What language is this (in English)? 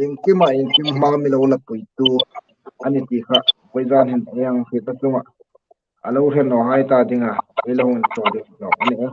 Hmar